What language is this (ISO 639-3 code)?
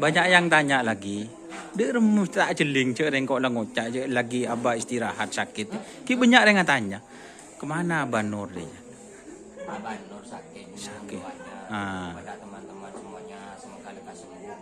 mad